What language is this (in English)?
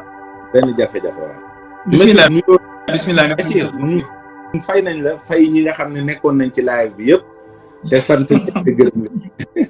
Wolof